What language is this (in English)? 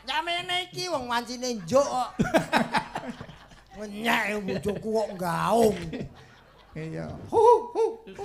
Javanese